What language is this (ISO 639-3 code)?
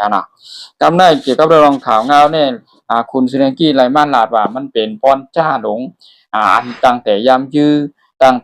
shn